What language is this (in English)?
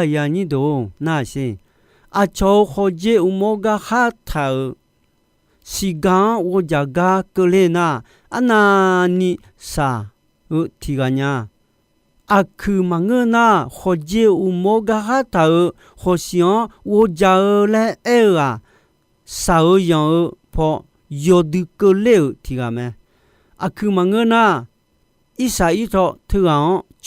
Akha